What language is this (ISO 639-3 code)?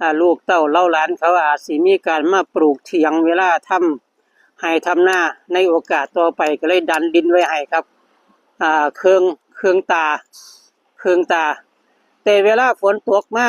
tts